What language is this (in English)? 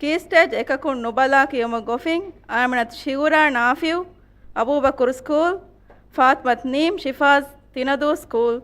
Divehi